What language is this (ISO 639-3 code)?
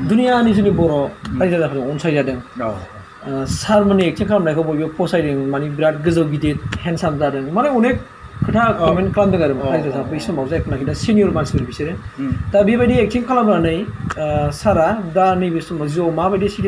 brx